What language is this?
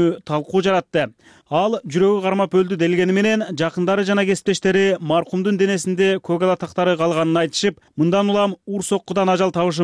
Kyrgyz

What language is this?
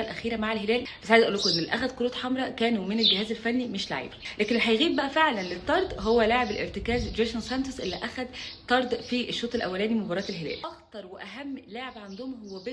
Egyptian Arabic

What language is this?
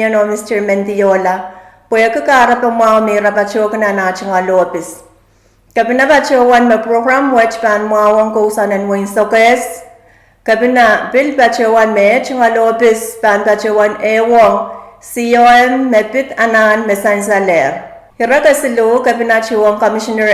Pohnpeian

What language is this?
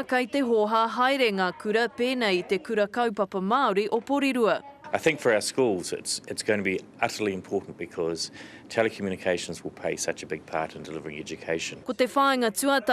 Māori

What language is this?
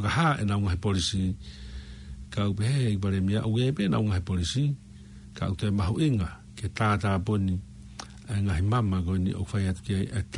Tongan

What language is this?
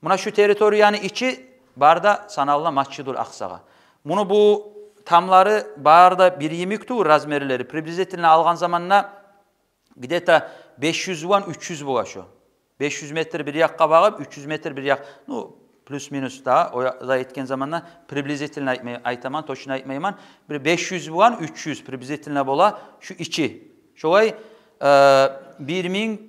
Kumyk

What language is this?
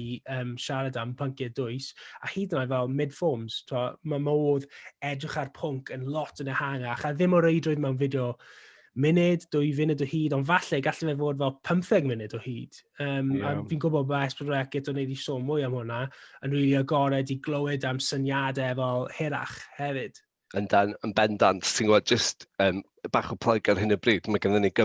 Welsh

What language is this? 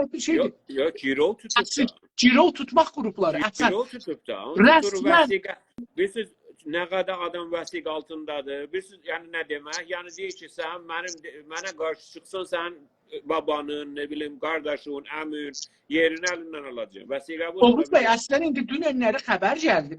South Azerbaijani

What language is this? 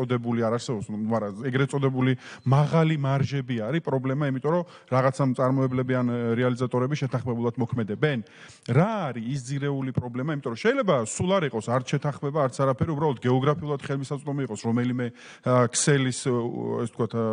Georgian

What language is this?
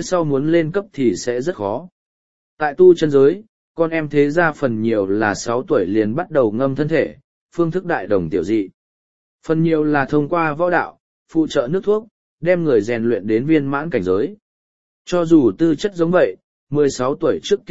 Vietnamese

